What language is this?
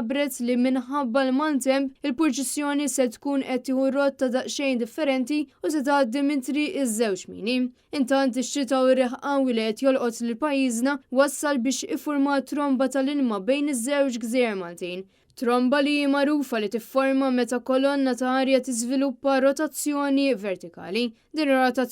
Maltese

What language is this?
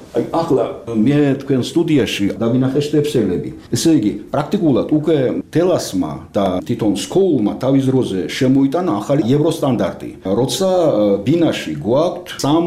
Georgian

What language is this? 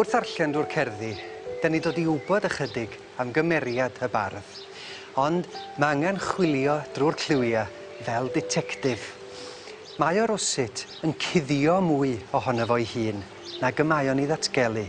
Welsh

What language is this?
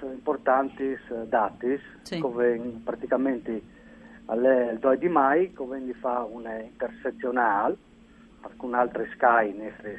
Friulian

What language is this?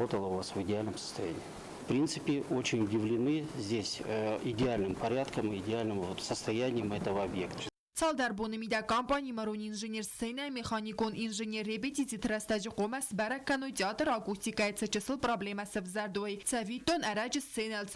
Ossetic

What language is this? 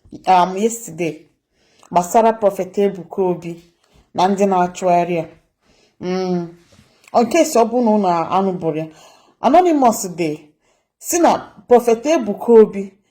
Igbo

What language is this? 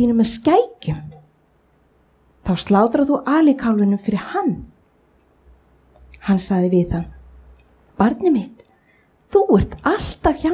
Icelandic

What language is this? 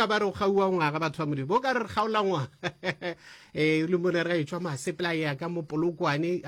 Northern Sotho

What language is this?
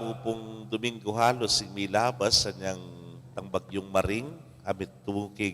Pampanga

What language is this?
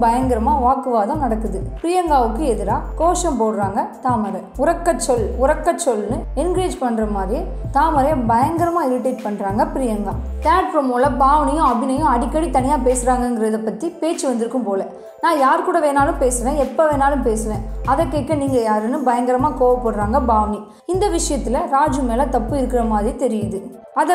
Tamil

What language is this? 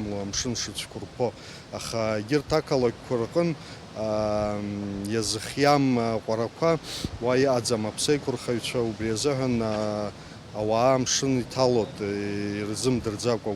Abkhazian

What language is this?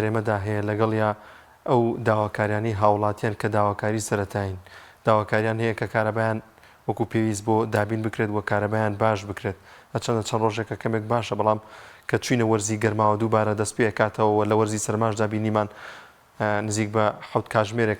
Central Kurdish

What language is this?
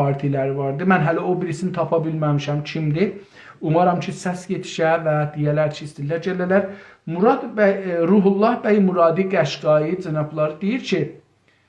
South Azerbaijani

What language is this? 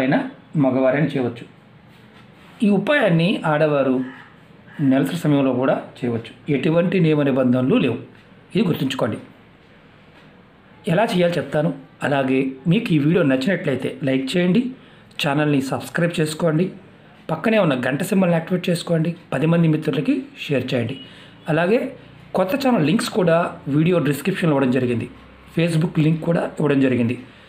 Telugu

